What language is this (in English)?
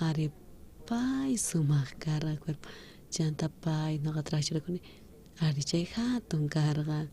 South Bolivian Quechua